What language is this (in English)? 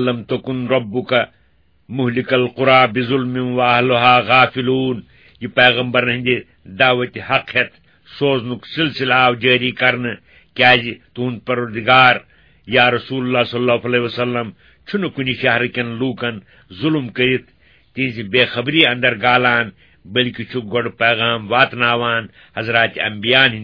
Kashmiri